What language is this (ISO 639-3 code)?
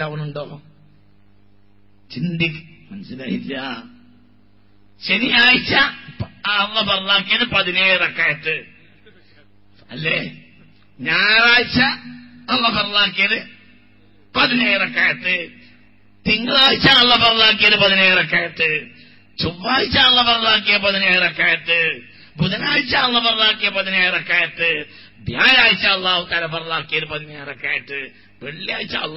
mal